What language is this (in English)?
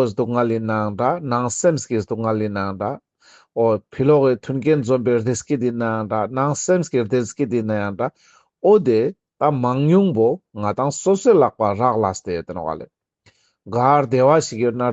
Ladakhi